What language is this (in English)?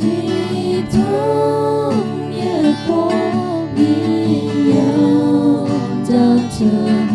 Akha